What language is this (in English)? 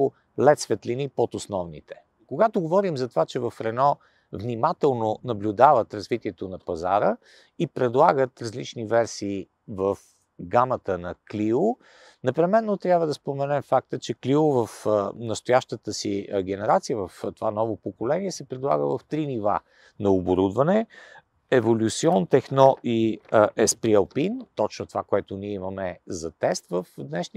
Bulgarian